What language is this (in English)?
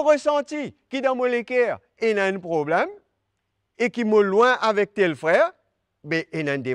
Morisyen